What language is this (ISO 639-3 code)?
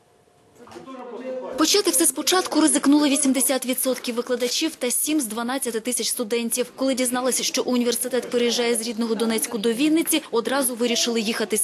ukr